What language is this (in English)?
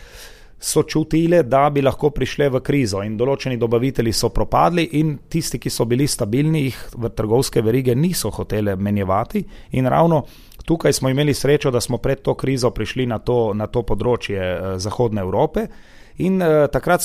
Slovenian